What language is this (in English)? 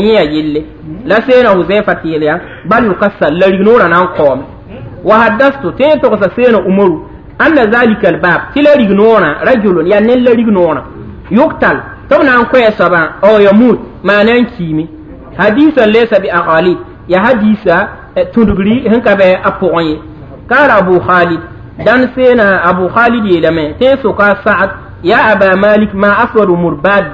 Mossi